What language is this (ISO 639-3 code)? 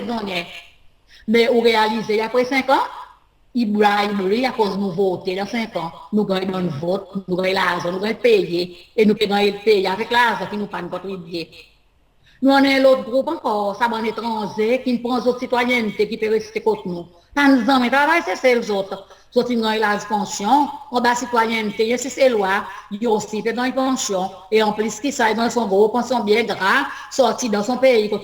crs